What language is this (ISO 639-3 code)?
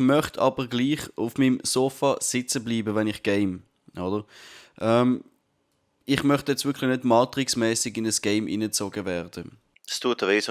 gsw